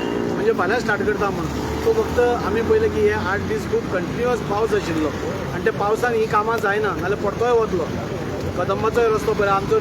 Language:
Konkani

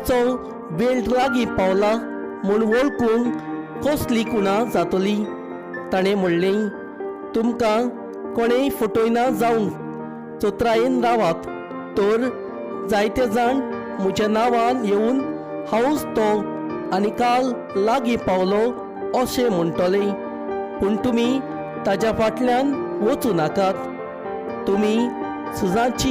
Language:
Konkani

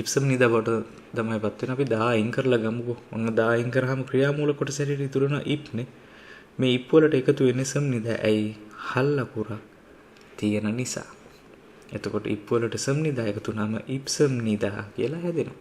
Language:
Sinhala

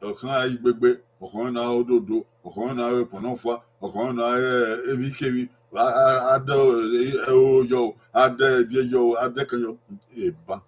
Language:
Bini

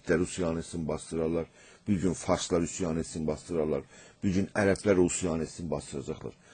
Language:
South Azerbaijani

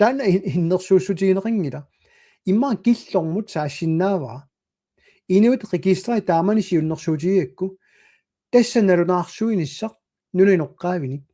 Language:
Kalaallisut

